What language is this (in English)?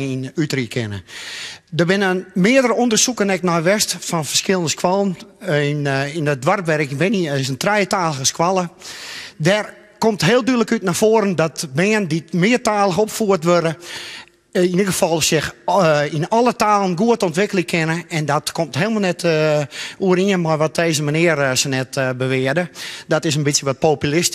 Western Frisian